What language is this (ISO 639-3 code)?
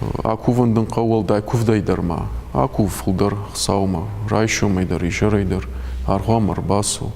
oss